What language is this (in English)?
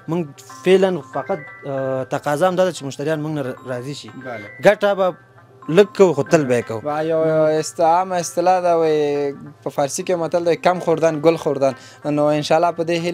Pashto